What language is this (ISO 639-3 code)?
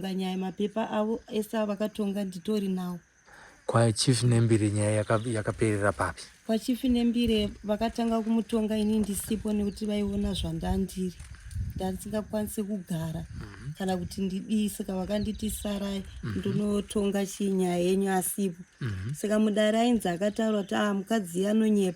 sna